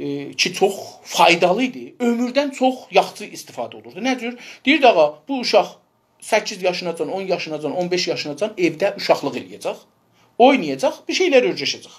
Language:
South Azerbaijani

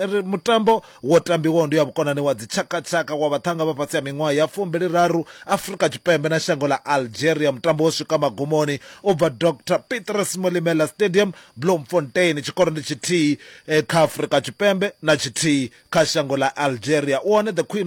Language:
Venda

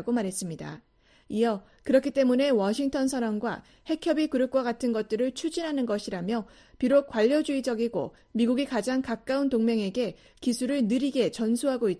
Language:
Korean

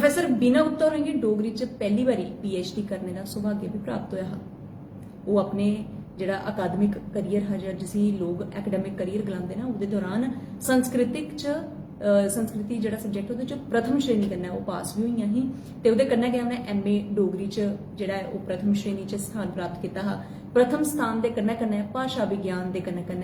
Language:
Dogri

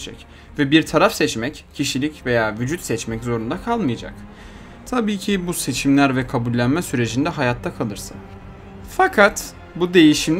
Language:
Turkish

